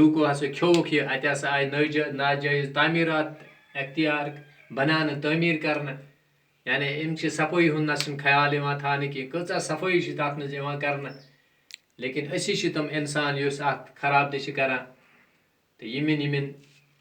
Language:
Kashmiri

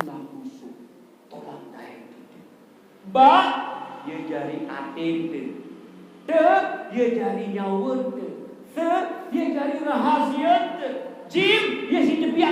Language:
Sasak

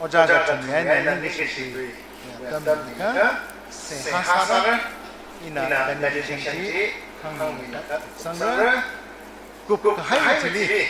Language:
Tangkhul Naga (India)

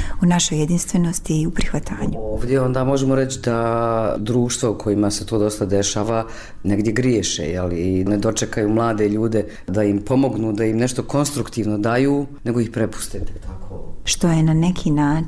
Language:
Bosnian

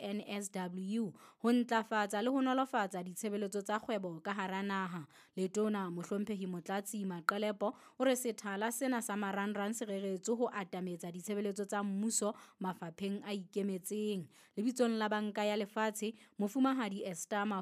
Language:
Southern Sotho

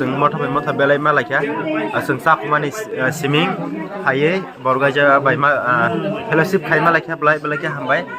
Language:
Kok Borok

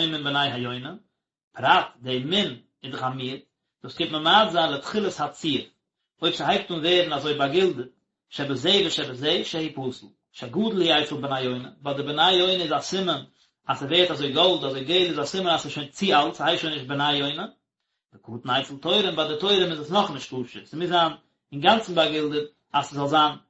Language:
Yiddish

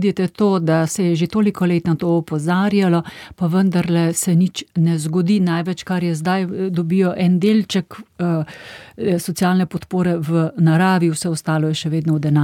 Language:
Slovenian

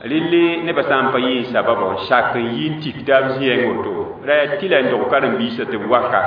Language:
Mossi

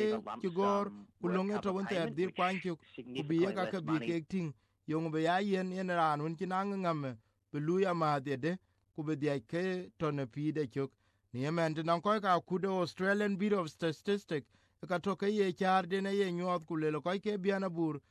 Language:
Vietnamese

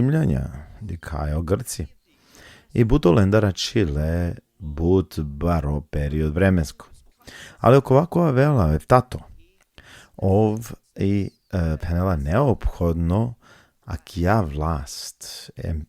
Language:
Balkan Romani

